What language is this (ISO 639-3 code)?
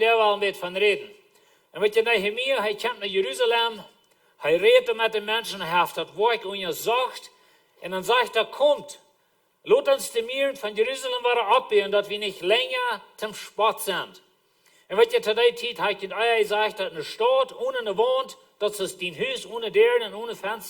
pdt